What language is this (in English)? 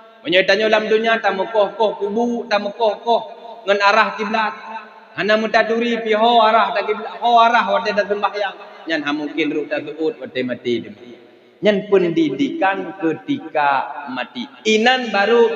Achinese